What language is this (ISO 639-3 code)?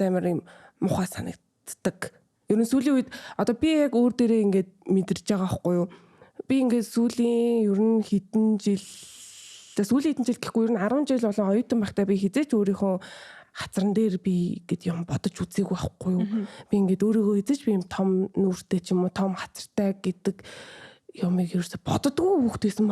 mon